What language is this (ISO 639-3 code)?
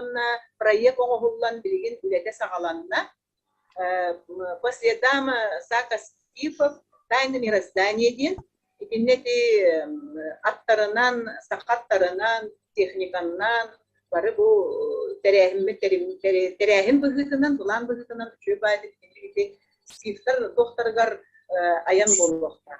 sah